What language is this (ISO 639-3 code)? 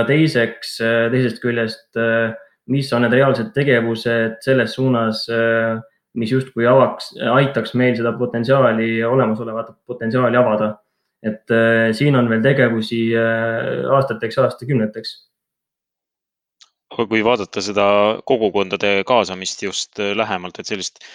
est